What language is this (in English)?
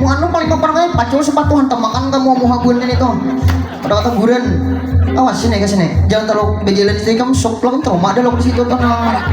Banjar